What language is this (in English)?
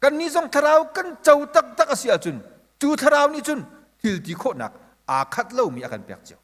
Hakha Chin